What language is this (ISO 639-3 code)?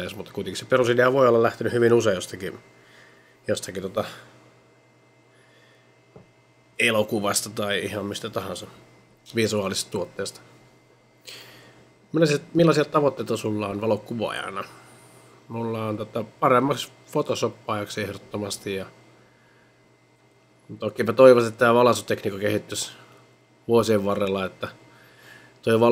fin